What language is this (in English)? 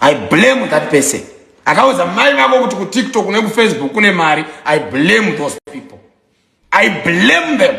Shona